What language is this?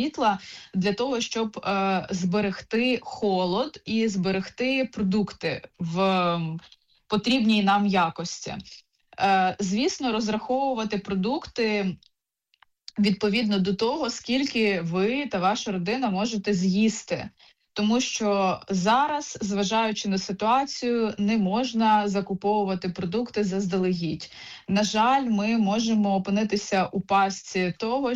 Ukrainian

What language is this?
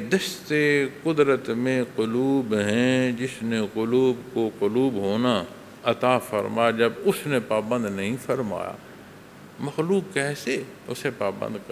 Urdu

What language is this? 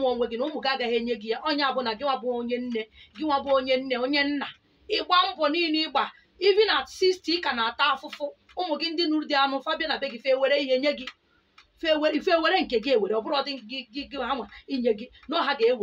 Igbo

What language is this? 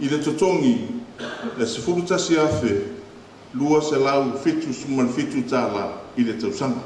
Samoan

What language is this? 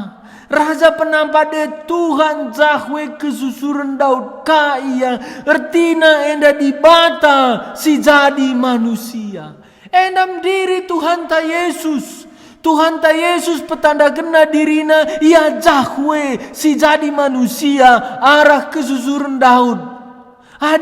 Batak Karo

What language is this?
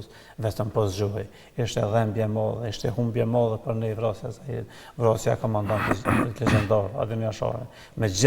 Albanian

